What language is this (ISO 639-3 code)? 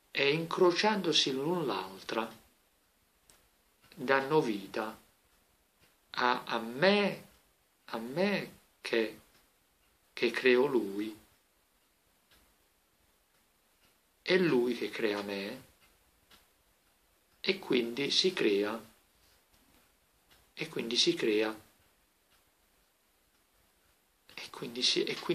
ita